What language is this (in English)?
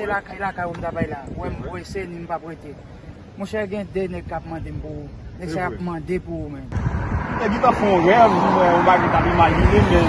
Haitian Creole